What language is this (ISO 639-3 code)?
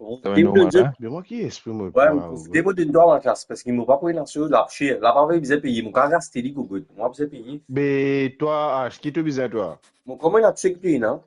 mfe